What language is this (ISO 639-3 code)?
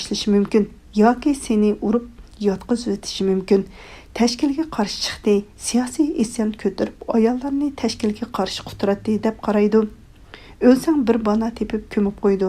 uig